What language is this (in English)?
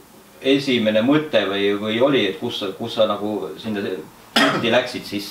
Estonian